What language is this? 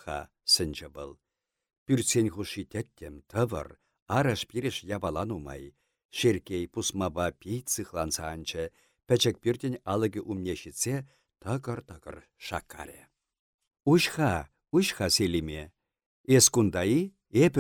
Chuvash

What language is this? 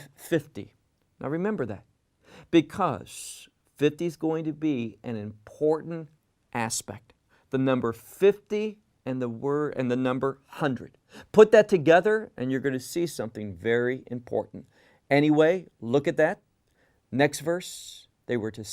English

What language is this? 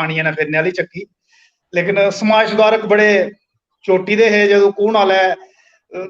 Dogri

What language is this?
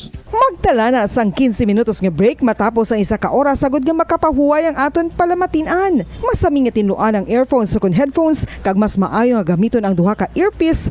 Hiligaynon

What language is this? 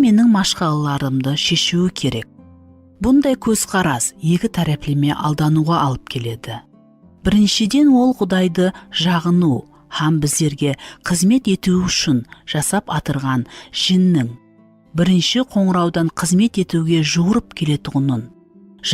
Kara-Kalpak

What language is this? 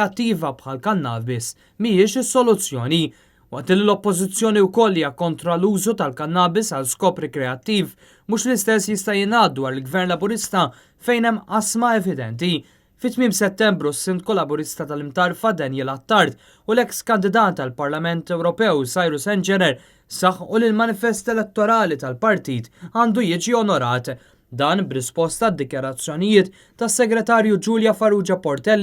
Maltese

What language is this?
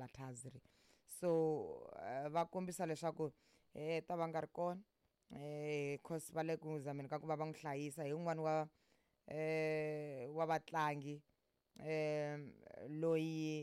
Tsonga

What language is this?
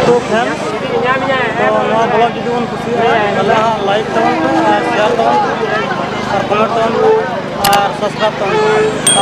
Santali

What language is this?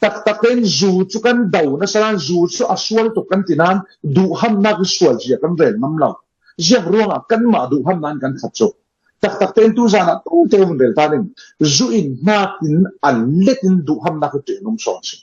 Falam Chin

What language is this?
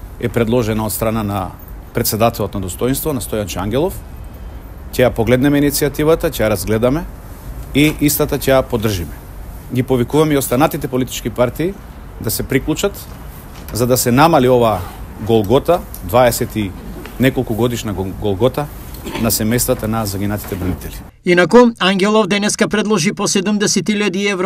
Macedonian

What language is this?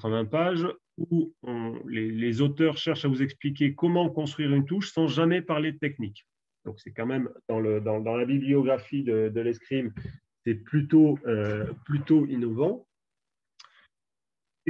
French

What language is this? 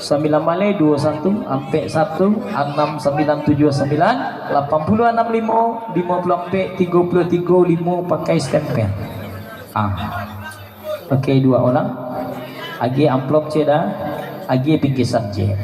Minangkabau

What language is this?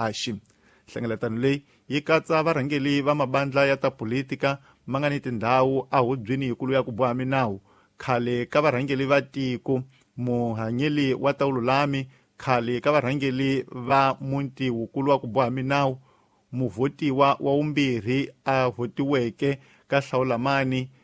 Tsonga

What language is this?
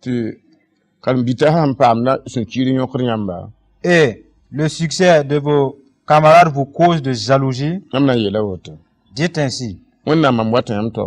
Mossi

